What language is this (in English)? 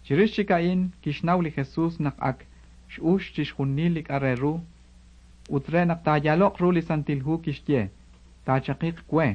Kekchí